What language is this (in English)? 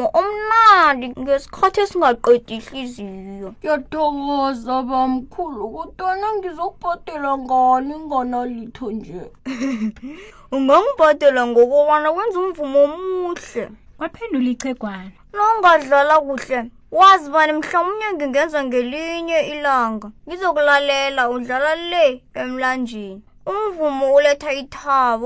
South Ndebele